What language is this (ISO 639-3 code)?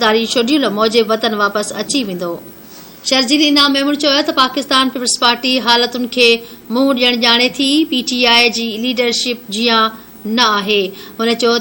snd